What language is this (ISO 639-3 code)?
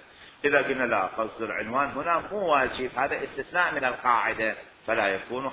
acm